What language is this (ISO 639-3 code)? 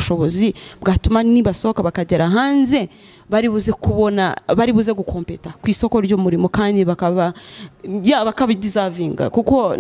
kin